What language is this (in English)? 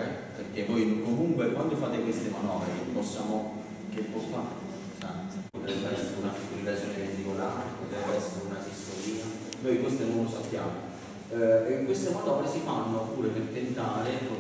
Italian